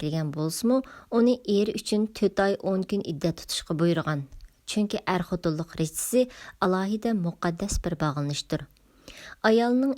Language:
Uyghur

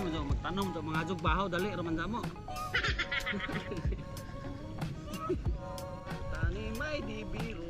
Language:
Cebuano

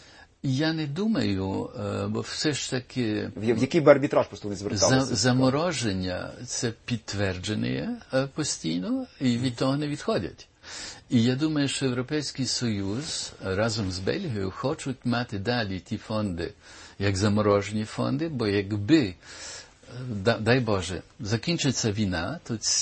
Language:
Ukrainian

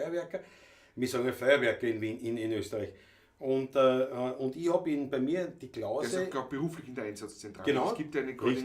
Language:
Bavarian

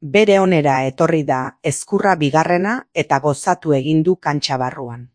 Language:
Basque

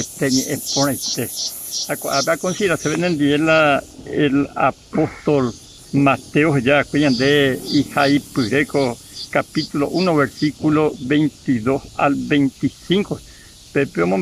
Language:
Guarani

